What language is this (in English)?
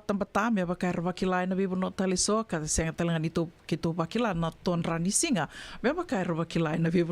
Fijian